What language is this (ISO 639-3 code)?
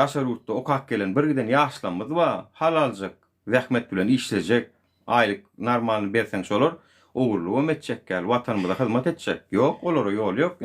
tuk